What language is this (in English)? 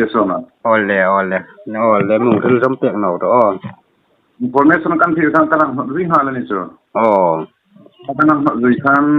Hmar